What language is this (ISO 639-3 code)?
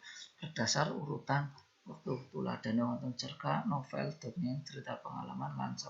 jav